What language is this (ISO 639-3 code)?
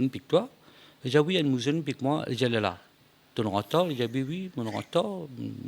mfe